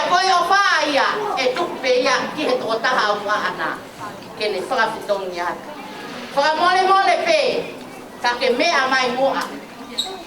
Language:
Tongan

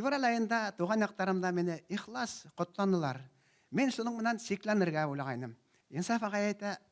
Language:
Bashkir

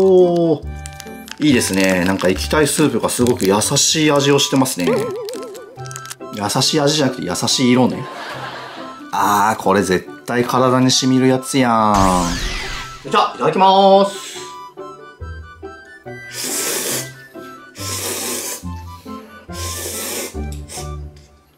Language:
Japanese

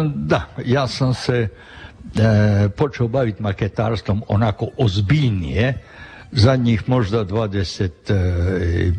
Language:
Croatian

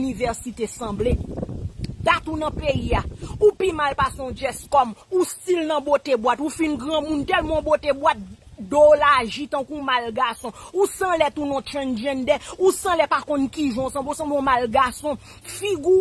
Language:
Haitian Creole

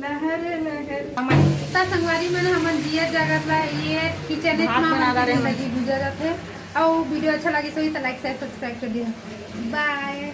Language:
Chhattisgarhi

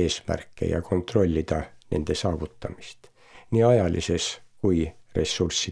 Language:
Estonian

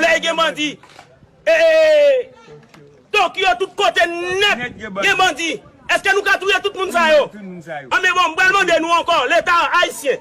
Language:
Haitian Creole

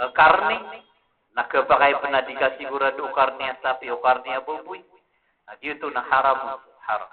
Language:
Maranao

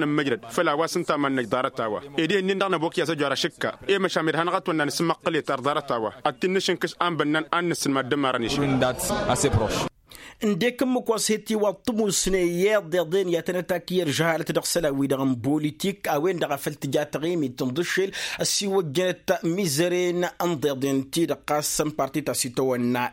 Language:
Tamasheq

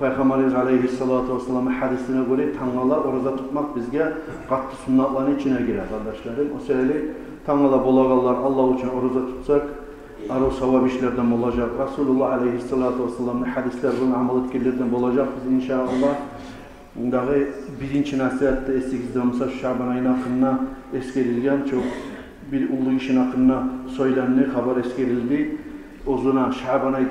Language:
Kumyk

